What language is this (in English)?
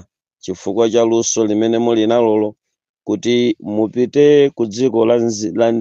Nyanja